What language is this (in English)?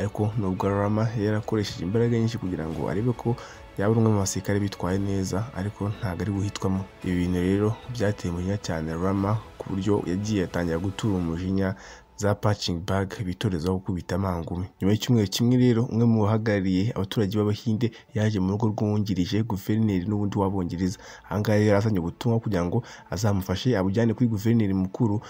Kinyarwanda